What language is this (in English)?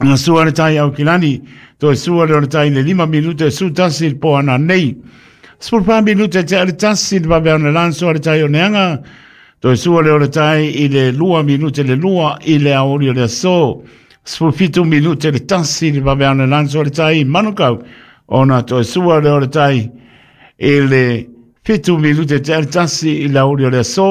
Samoan